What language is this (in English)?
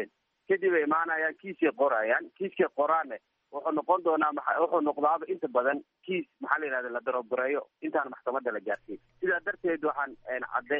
Somali